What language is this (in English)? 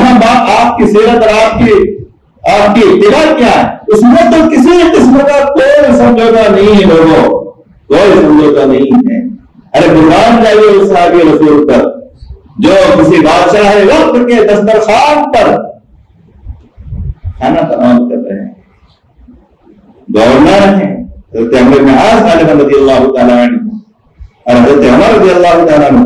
Urdu